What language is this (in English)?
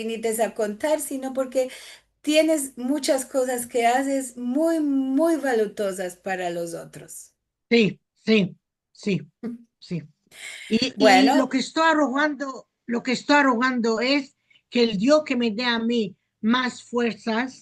Ladino